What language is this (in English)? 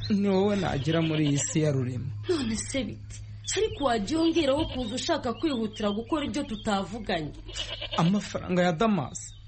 Kinyarwanda